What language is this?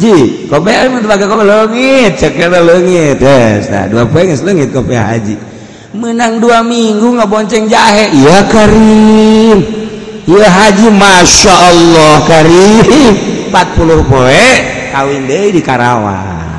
Sundanese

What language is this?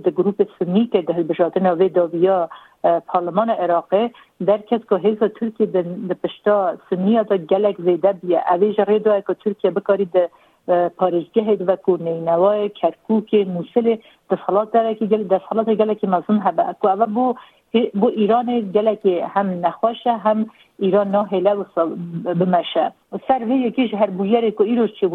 Kurdish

